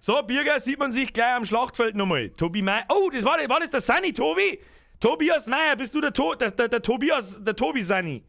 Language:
Bavarian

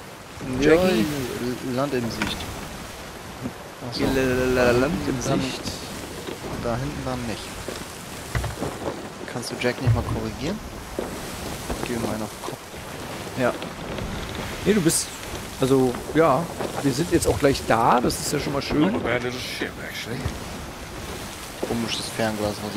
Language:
German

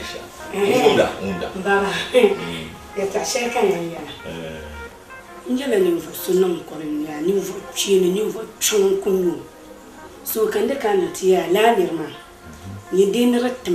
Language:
Dagbani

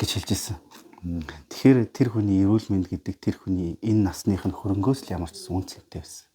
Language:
Mongolian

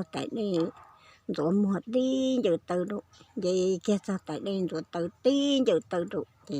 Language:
Hmong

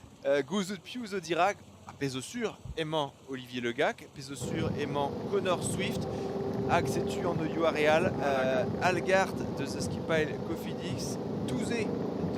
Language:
Breton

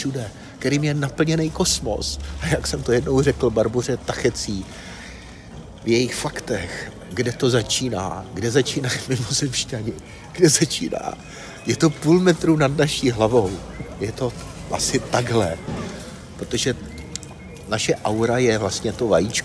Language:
Czech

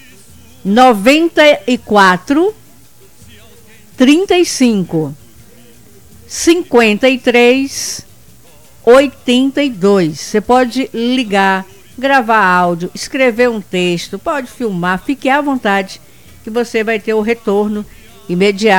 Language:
Portuguese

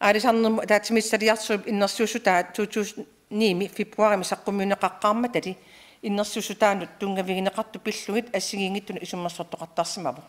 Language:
Kalaallisut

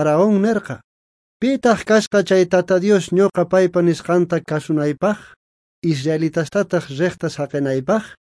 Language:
South Bolivian Quechua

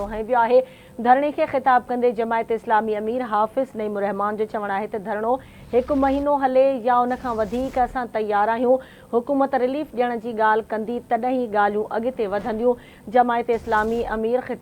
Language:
Sindhi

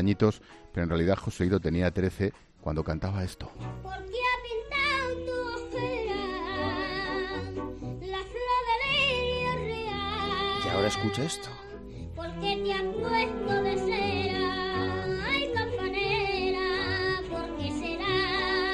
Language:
Spanish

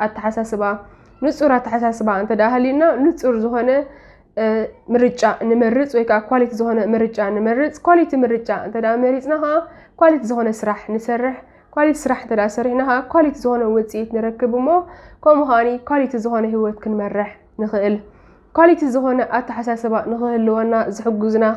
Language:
Tigrinya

